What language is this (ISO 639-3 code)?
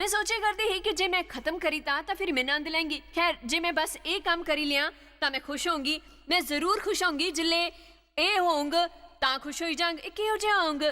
doi